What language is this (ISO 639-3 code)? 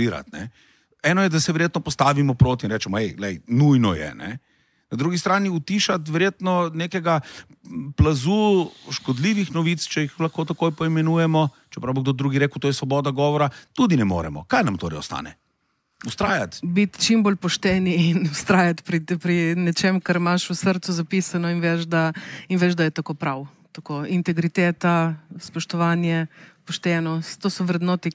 slv